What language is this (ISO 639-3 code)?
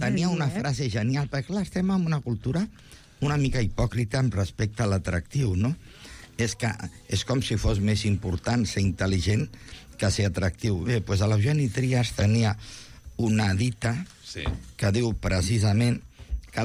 cat